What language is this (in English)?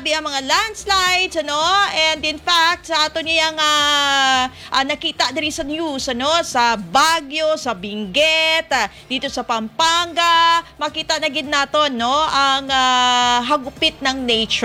Hiligaynon